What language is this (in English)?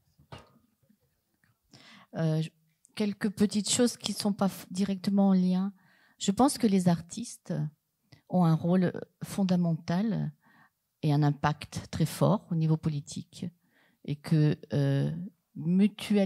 French